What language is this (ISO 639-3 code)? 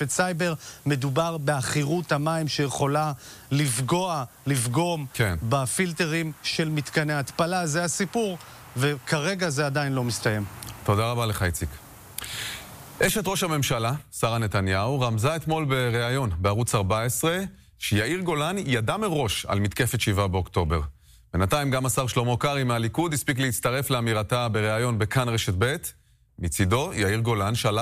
heb